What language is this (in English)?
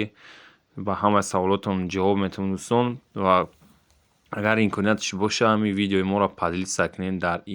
Tajik